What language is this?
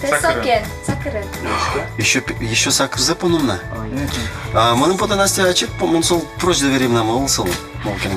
Udmurt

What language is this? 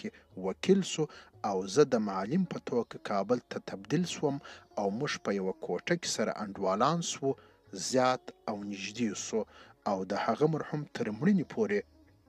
Pashto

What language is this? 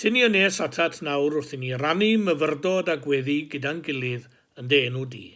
Welsh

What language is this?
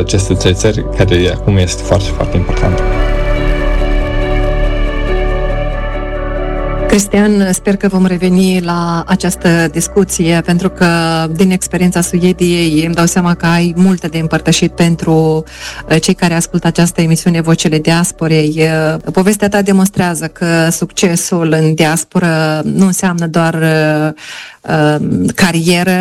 Romanian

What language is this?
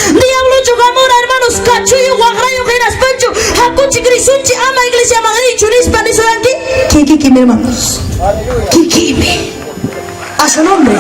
Ayacucho Quechua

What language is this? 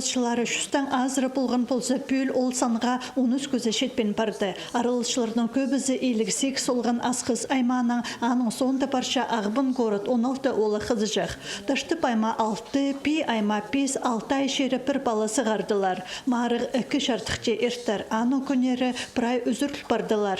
Khakas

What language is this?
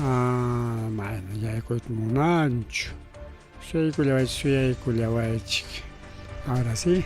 Ayacucho Quechua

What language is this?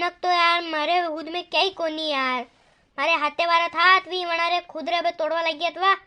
Rajasthani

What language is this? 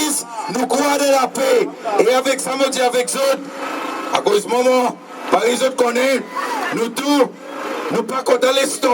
Seselwa Creole French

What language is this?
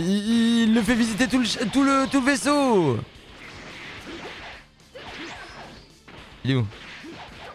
French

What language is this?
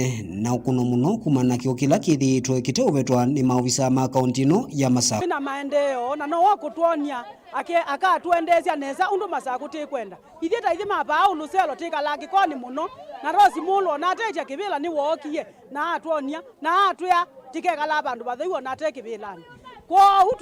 Kamba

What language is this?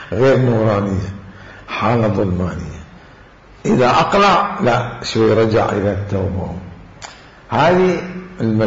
Mesopotamian Arabic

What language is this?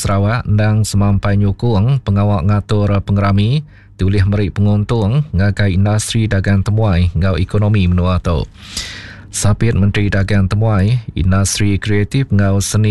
Iban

